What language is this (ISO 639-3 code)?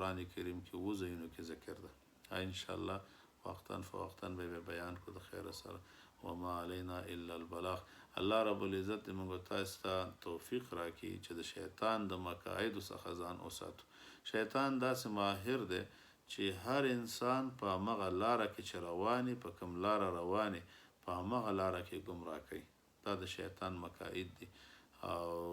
pus